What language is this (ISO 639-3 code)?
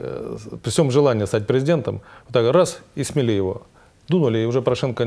rus